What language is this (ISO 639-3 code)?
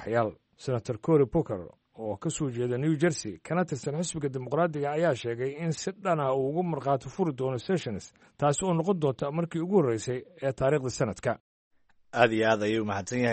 som